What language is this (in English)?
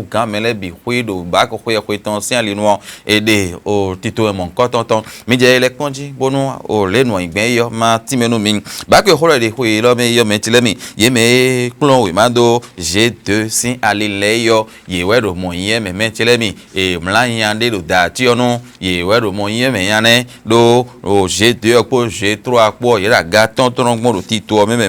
Fon